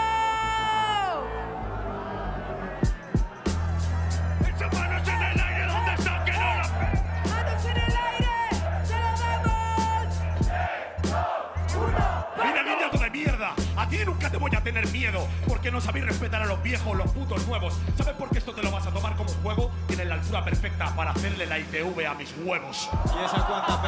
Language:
Spanish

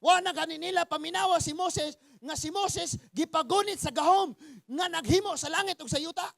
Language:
Cebuano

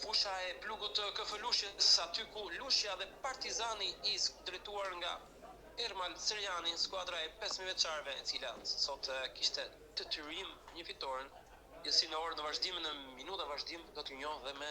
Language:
Albanian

